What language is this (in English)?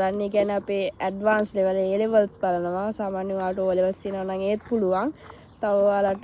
Sinhala